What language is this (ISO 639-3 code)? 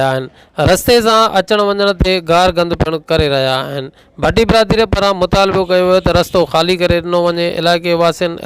snd